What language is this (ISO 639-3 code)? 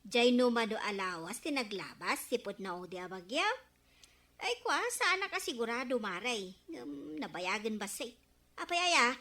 ilo